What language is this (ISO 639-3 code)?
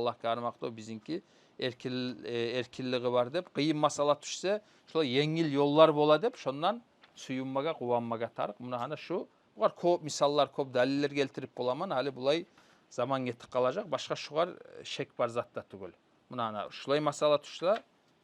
kum